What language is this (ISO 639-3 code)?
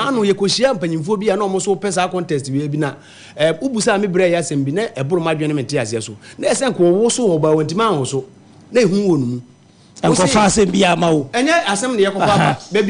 aka